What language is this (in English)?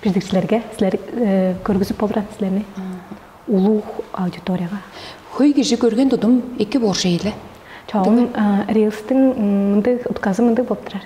Tuvinian